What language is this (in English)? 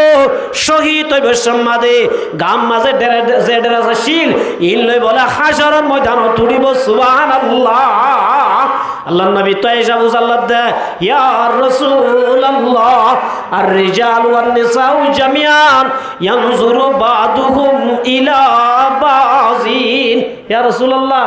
Rohingya